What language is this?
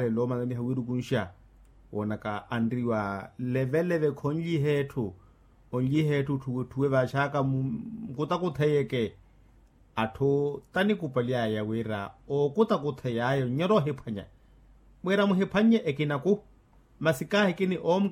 Makhuwa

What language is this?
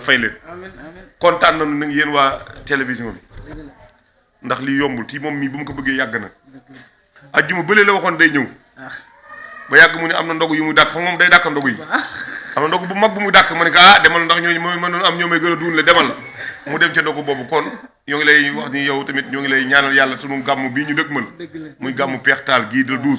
Wolof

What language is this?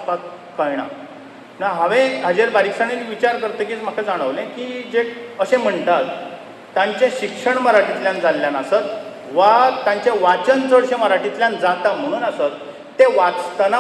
Konkani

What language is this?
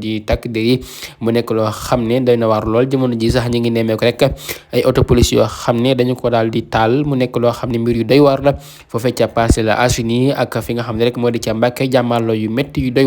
Wolof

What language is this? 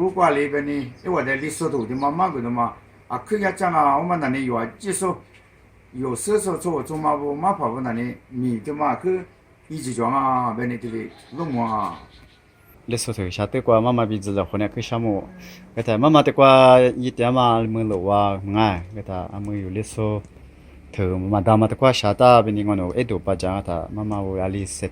Lisu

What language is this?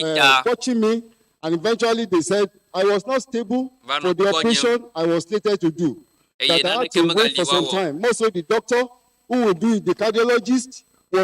Ewe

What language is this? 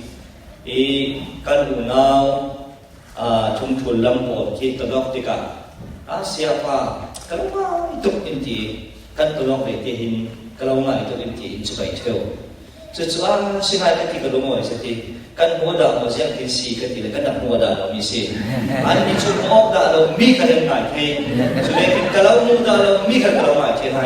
Falam Chin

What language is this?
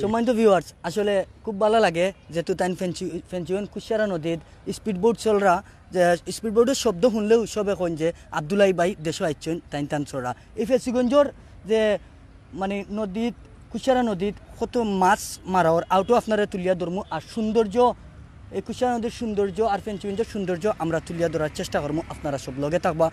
Sylheti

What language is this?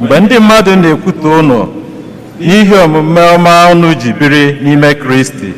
Igbo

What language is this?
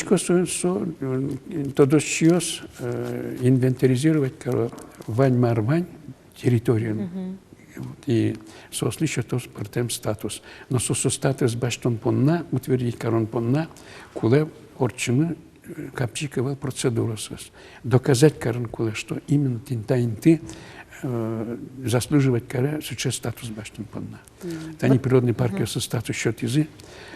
Udmurt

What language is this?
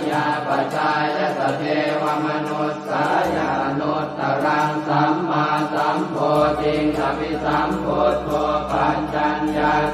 Pali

